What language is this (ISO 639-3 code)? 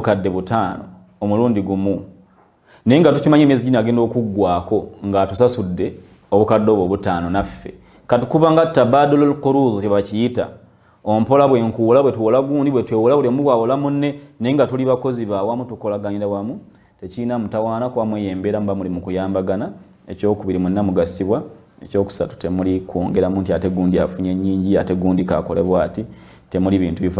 lug